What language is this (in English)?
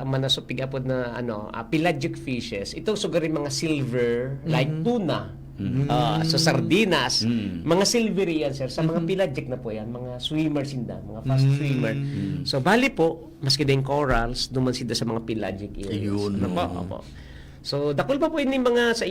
Bikol